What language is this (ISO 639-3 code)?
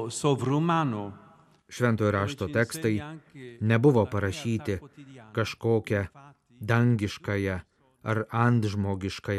lit